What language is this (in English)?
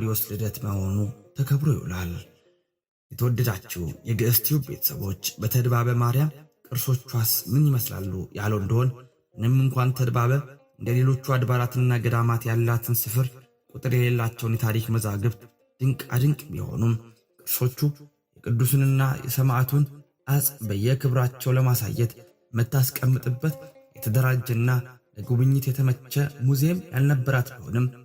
Amharic